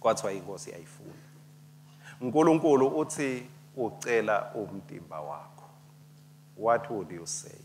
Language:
Swati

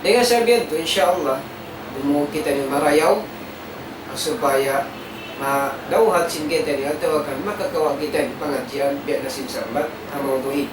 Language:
Tausug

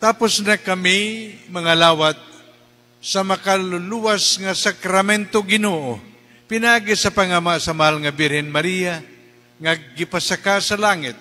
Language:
Cebuano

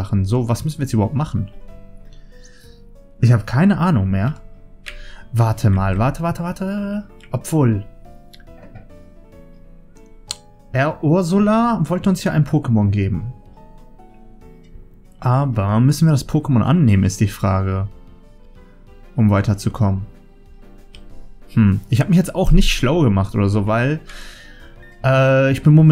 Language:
German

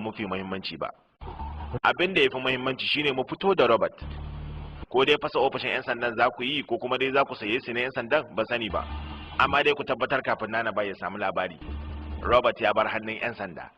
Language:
Hausa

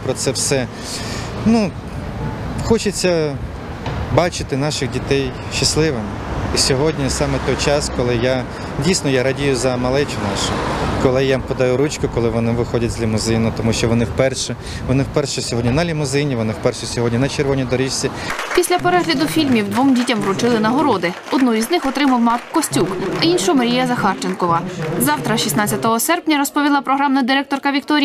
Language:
Ukrainian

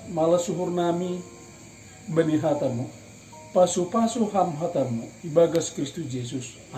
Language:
Batak Simalungun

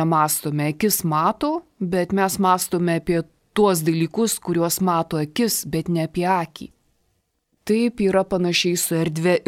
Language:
Lithuanian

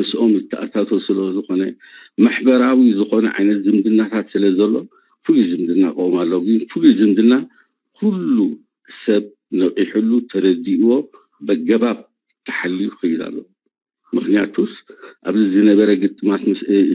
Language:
Tigrinya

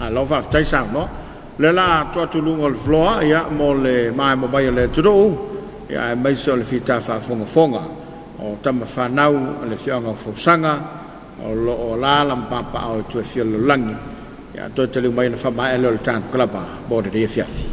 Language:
Samoan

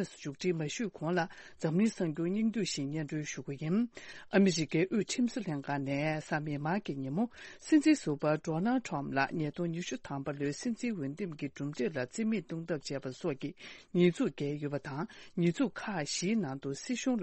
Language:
Tibetan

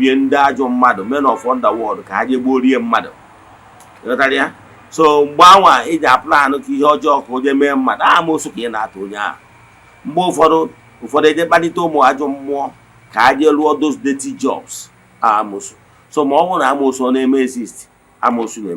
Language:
Igbo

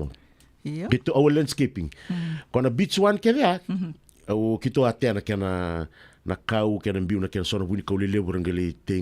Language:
Fijian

